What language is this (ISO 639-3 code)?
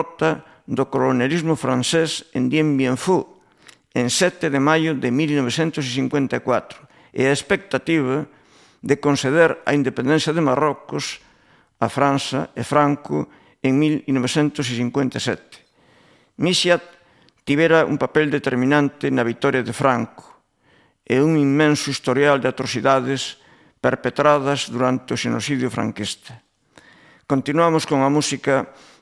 glg